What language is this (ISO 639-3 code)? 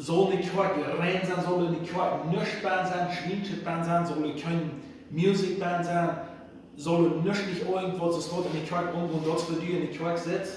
pdt